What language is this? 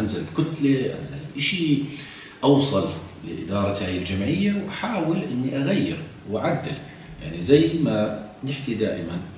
South Levantine Arabic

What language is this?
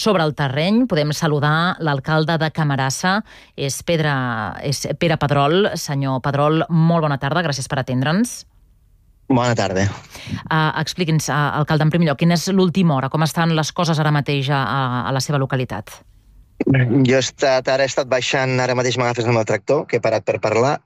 Catalan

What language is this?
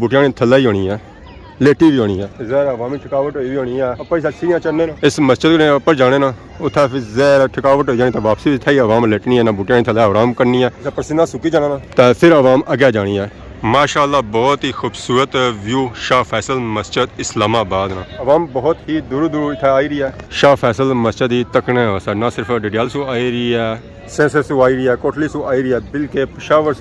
Pahari-Potwari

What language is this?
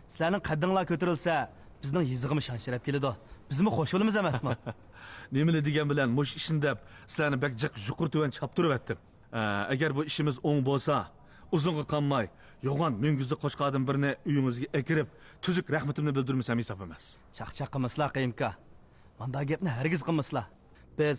Uyghur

